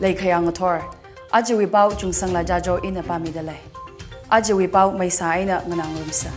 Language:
Tangkhul Naga (India)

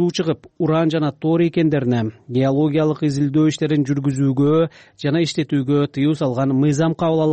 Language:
Kyrgyz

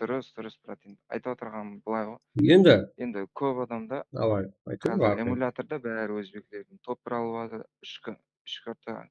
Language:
Kara-Kalpak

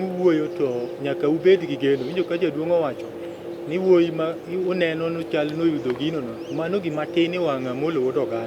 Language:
Luo (Kenya and Tanzania)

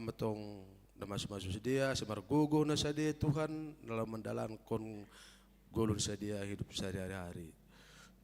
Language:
Batak Simalungun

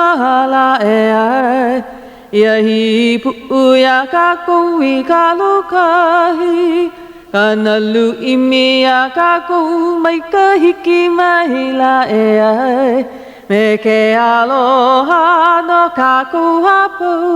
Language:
Hawaiian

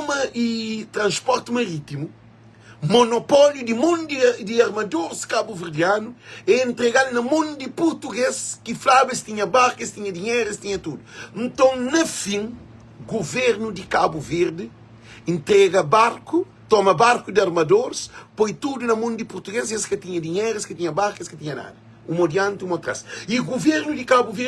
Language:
Kabuverdianu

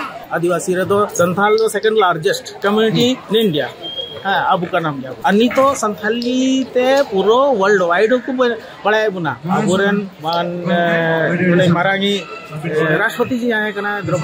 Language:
Santali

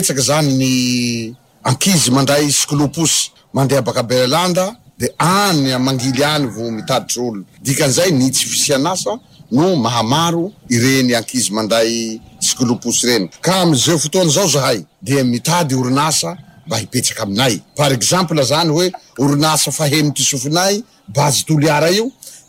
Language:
Malagasy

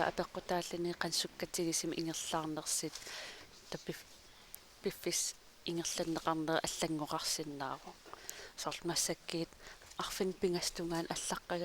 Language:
Kalaallisut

